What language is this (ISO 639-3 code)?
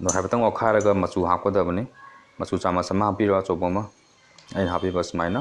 mni